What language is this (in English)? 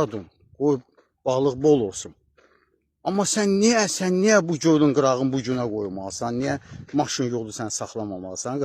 Azerbaijani